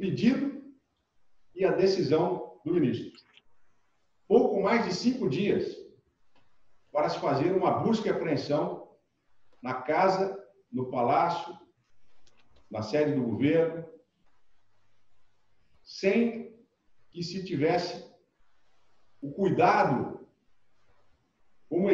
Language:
Portuguese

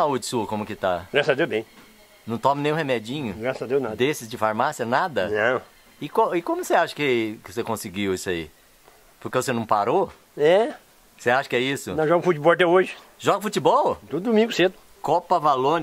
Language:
Portuguese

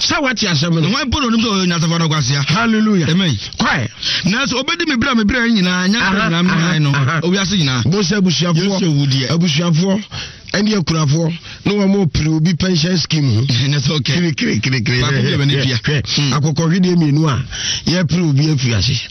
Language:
Akan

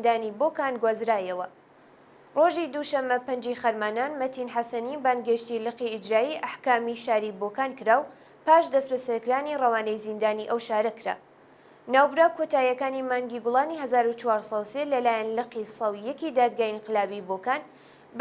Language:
Central Kurdish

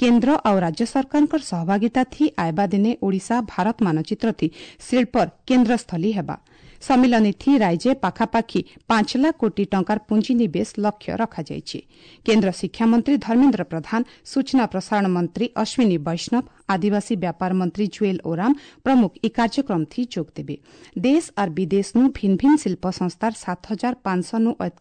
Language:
Odia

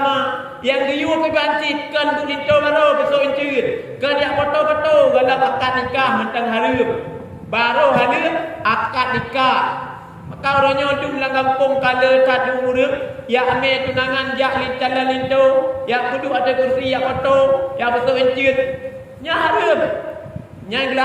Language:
Achinese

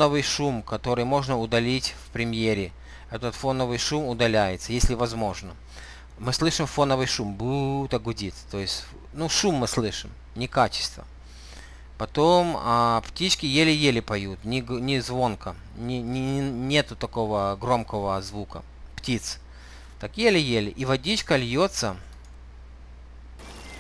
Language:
Russian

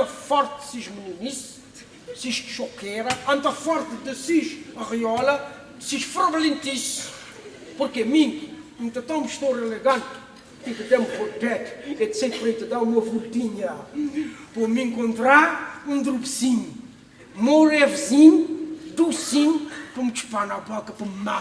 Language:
Kabuverdianu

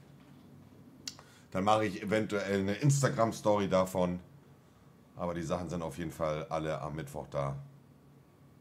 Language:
German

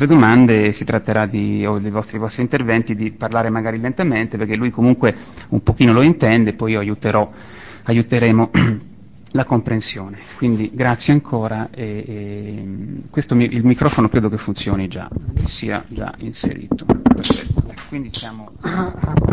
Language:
Italian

